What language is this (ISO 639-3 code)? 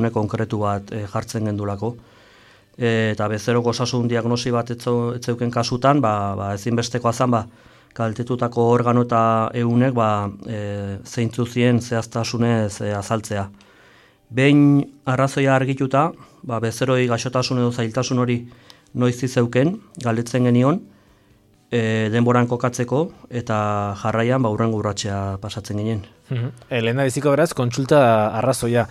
eus